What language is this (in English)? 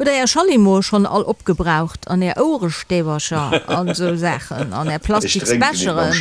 Luxembourgish